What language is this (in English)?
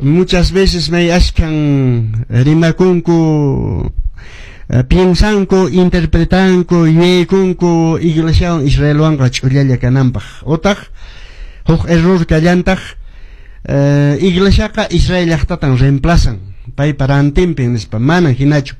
Quechua